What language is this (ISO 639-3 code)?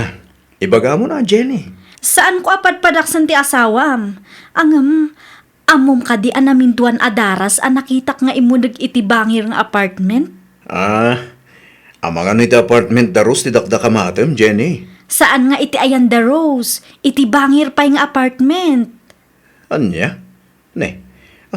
ilo